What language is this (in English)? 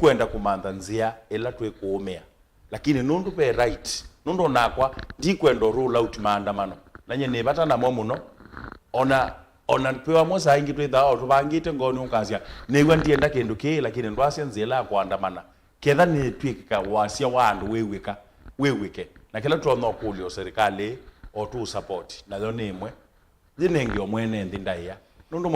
Kamba